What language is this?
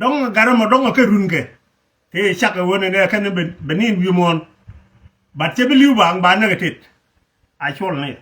Nuer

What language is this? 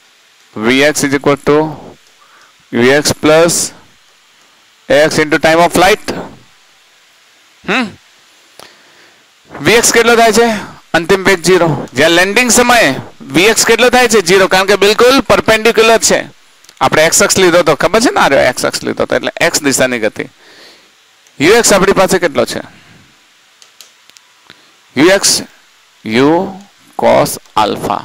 Gujarati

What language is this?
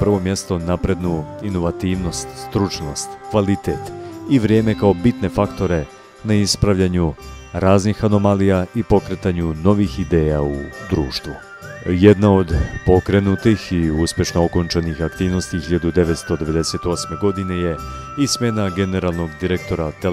Serbian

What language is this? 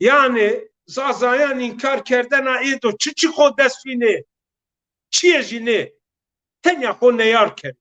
Zaza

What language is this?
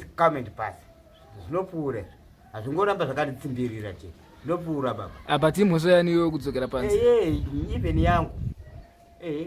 Shona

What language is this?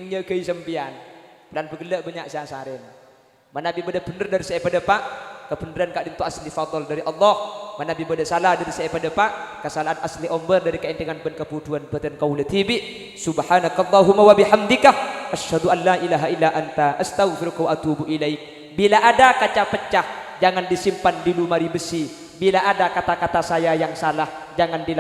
Madurese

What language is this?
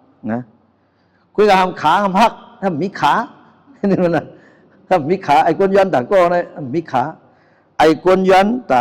Shan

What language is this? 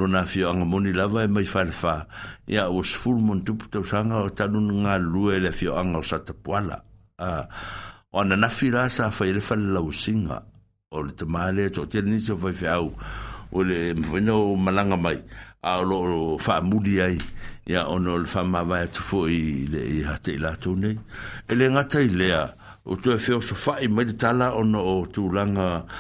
Samoan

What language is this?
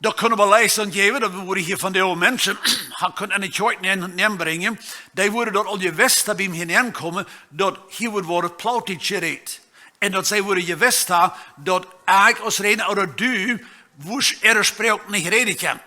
Plautdietsch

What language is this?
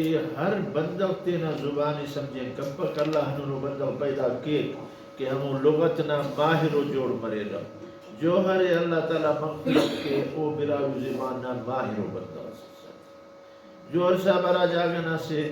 Brahui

